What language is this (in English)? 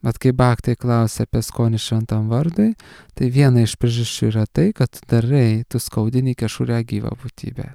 Lithuanian